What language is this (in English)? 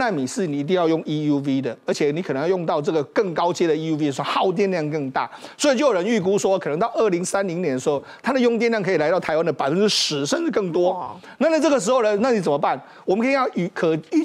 Chinese